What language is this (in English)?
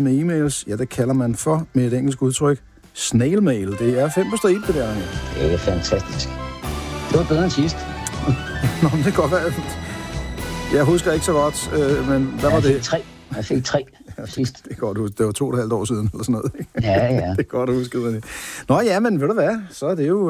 Danish